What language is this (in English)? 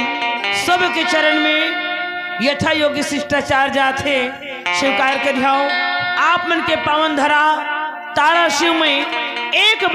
Chhattisgarhi